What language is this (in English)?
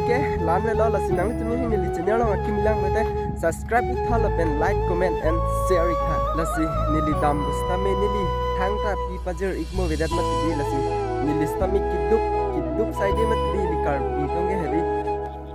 Karbi